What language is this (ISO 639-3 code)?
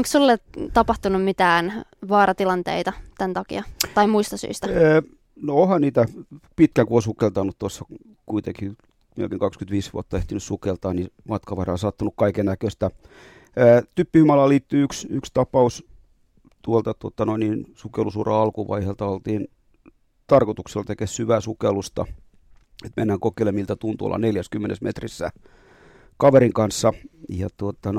fin